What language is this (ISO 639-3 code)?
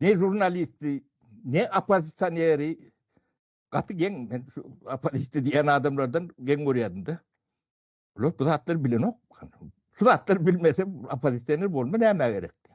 tuk